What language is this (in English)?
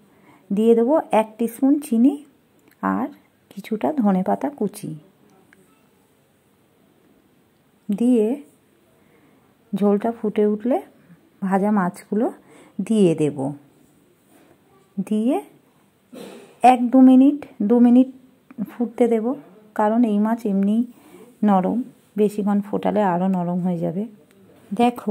Bangla